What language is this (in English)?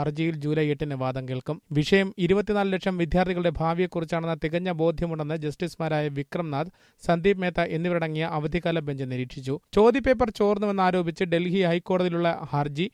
Malayalam